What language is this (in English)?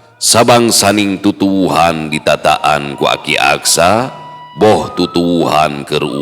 Sundanese